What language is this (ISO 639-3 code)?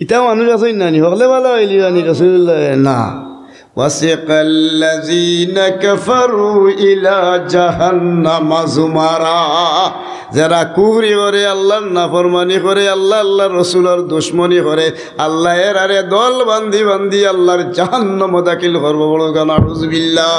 syl